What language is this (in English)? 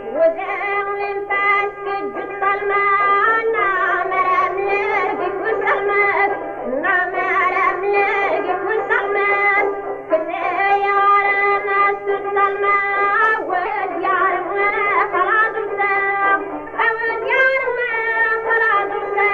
Kara-Kalpak